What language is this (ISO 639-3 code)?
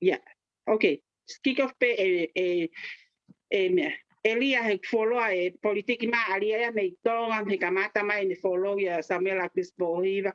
ton